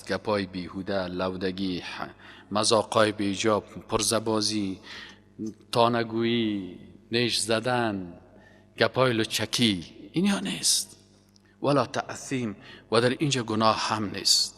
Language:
Persian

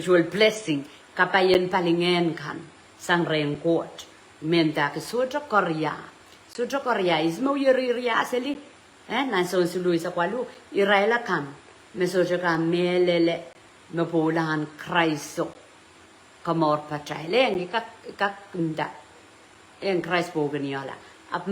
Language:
Pohnpeian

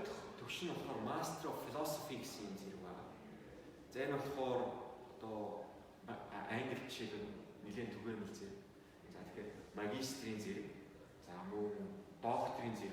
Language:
Mongolian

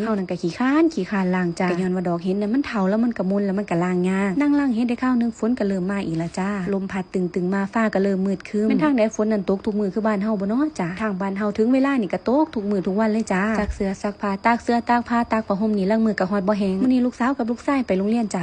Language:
Northeastern Thai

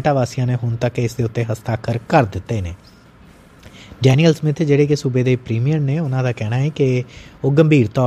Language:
Punjabi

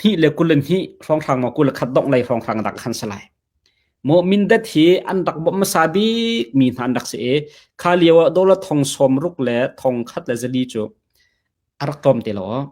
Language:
Hakha Chin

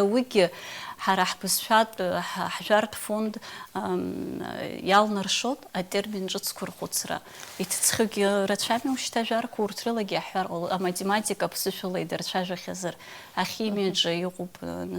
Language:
Abkhazian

